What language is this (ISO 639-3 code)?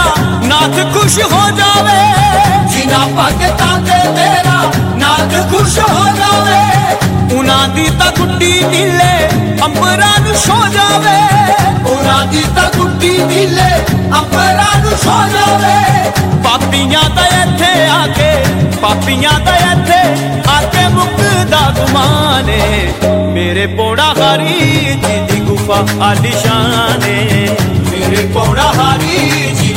pan